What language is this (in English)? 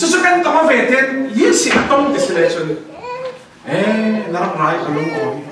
Falam Chin